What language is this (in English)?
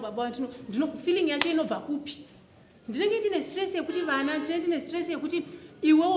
Shona